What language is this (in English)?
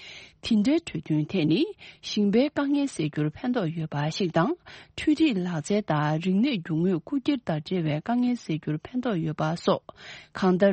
Tibetan